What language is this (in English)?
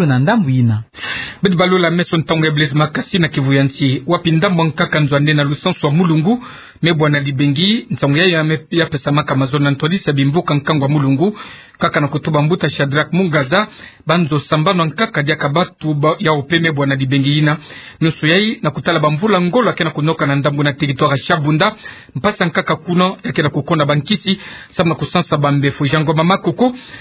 Kituba (Democratic Republic of Congo)